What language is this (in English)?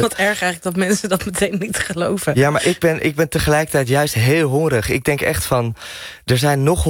Dutch